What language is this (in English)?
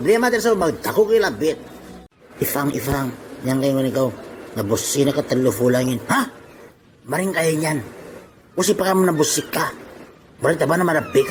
Itawit